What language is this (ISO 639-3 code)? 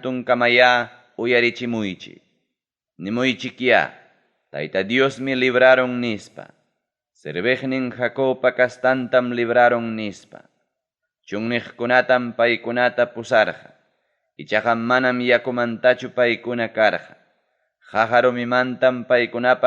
quy